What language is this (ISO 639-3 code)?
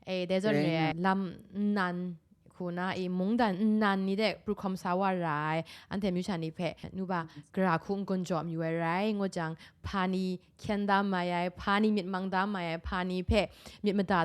kac